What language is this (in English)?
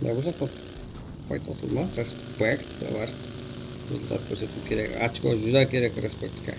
Kara-Kalpak